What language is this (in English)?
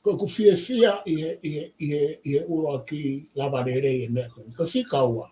Tongan